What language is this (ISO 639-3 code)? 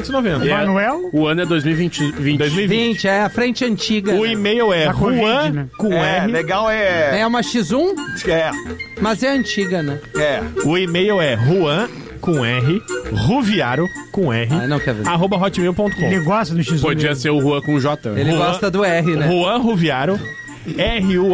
por